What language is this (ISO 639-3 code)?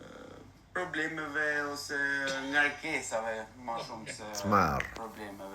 sqi